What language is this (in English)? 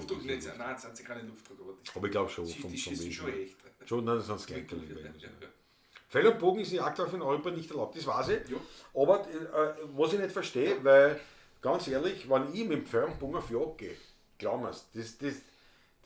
Bavarian